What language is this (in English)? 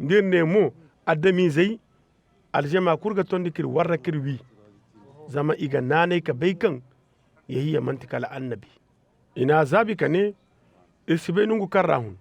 Zarma